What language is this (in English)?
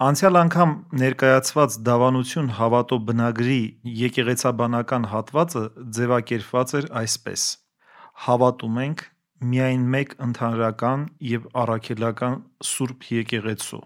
Armenian